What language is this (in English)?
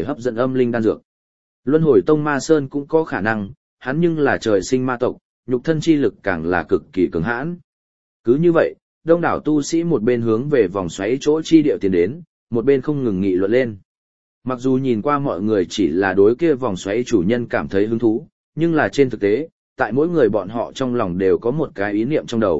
Vietnamese